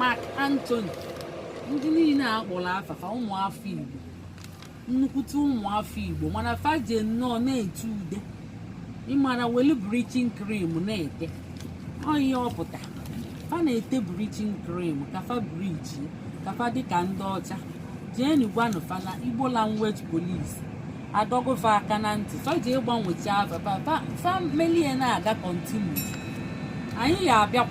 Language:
Igbo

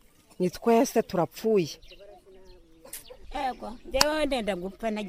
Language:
Kinyarwanda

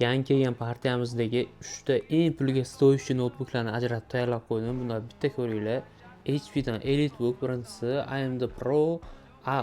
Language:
Uzbek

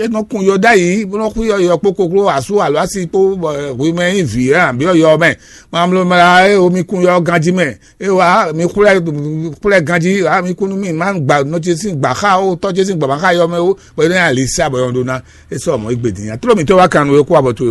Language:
Fon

